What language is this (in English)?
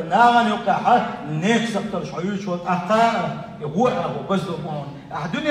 Chechen